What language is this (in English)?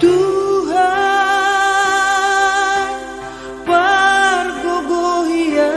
Batak Simalungun